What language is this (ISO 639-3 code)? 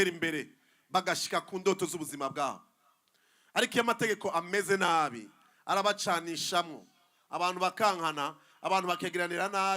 run